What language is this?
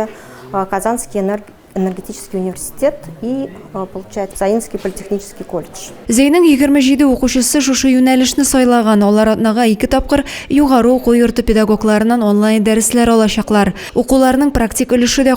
Tatar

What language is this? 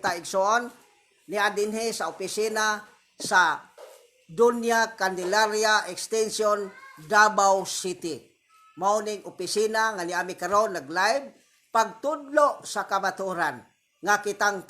Cebuano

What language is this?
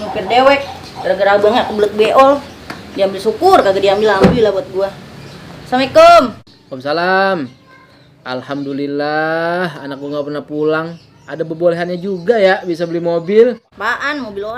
Betawi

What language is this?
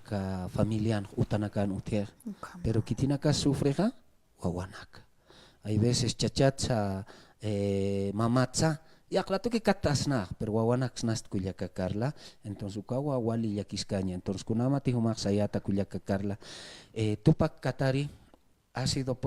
Aymara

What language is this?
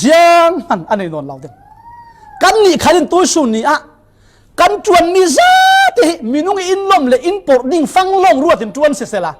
Falam Chin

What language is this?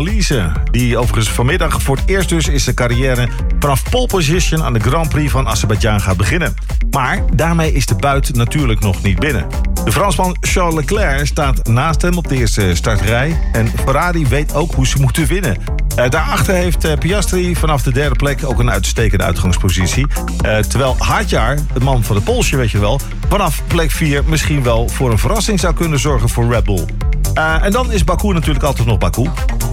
Dutch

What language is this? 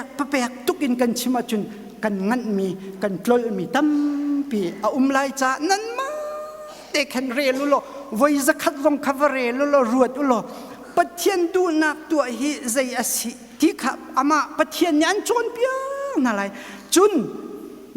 Hakha Chin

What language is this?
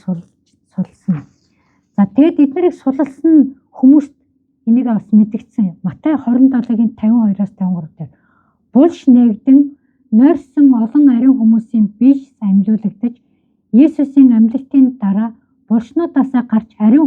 Mongolian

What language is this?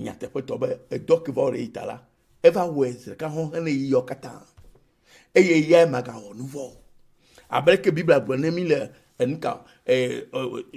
Ewe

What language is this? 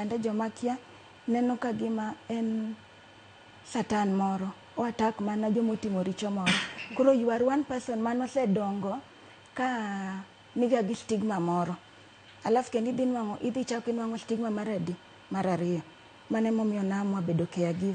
Luo (Kenya and Tanzania)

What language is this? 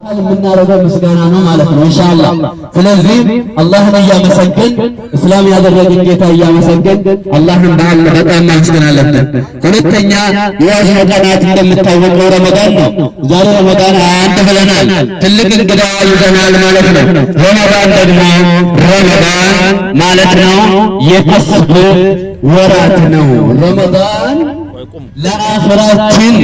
Amharic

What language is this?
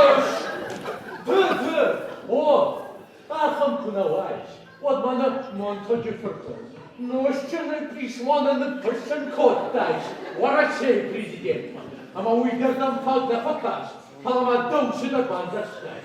Ossetic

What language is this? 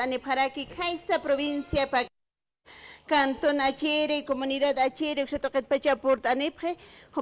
Aymara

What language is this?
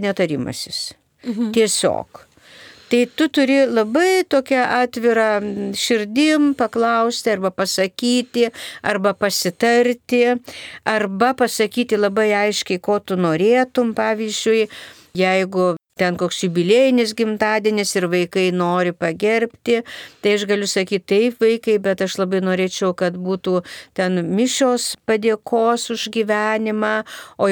Lithuanian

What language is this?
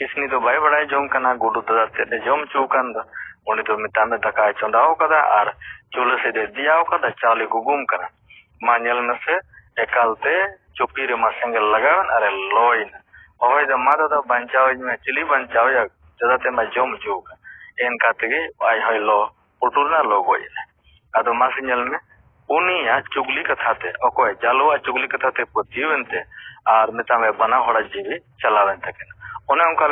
Santali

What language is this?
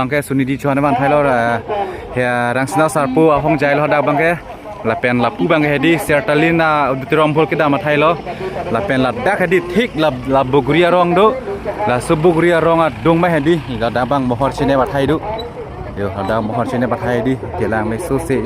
Karbi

